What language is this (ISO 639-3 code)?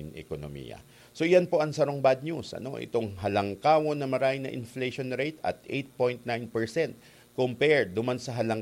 bik